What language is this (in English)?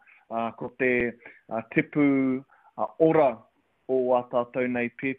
Māori